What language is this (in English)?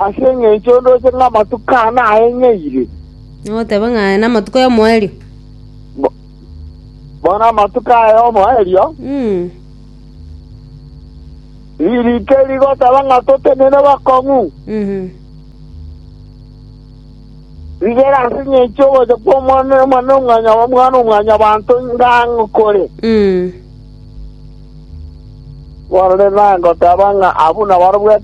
Gusii